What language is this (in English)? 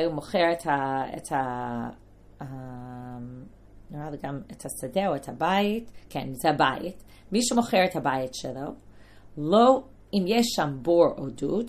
Hebrew